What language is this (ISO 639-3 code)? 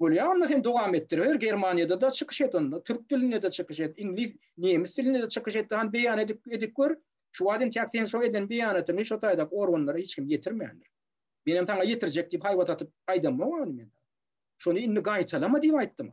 tuk